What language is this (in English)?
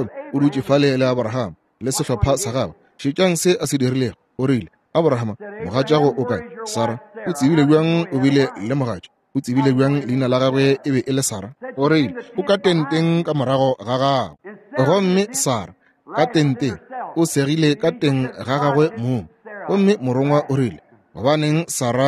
Northern Sotho